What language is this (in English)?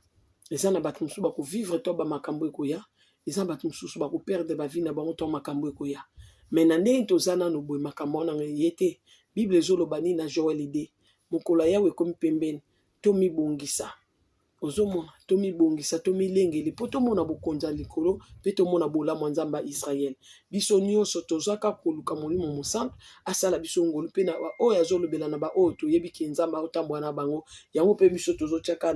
Lingala